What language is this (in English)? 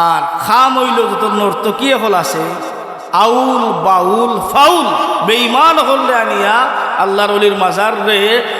Sylheti